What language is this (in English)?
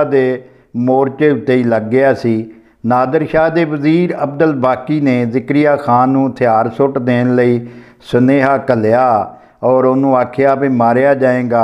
Punjabi